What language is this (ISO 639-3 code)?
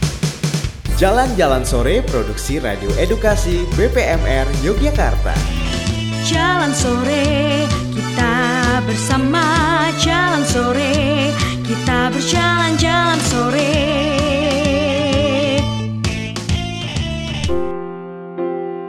ind